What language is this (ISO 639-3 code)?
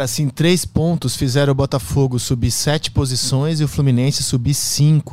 por